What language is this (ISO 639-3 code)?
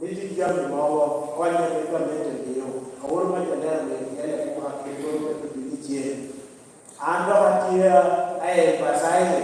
laj